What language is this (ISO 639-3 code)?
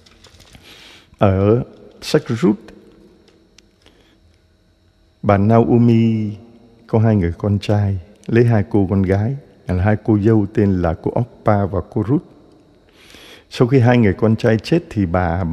vie